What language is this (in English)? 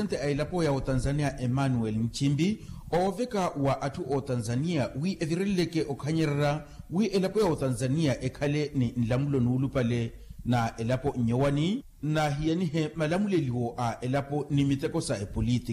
Makhuwa